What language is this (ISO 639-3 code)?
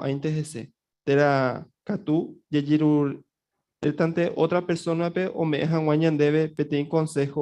grn